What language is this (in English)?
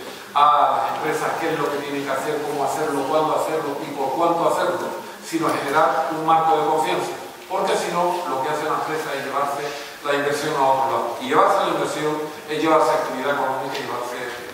Spanish